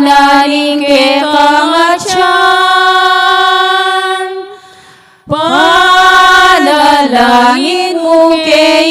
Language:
Pampanga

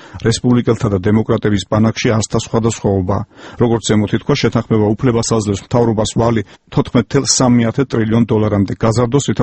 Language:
Georgian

